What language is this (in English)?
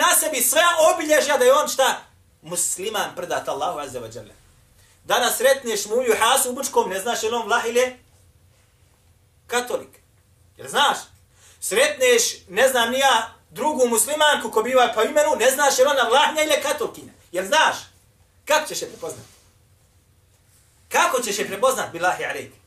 Bosnian